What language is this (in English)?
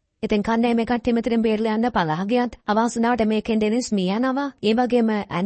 Sinhala